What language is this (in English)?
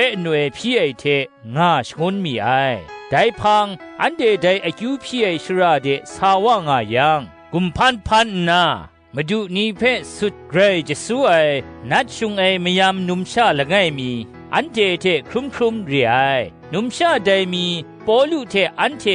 Kachin